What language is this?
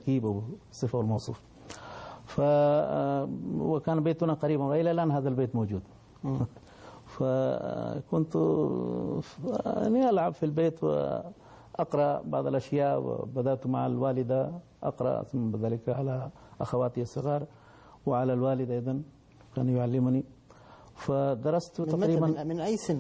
Arabic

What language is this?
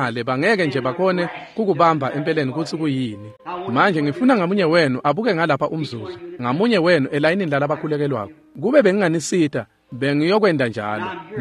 Swati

